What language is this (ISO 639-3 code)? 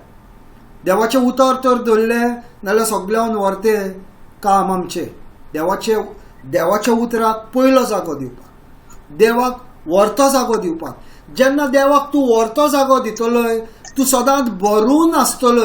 kok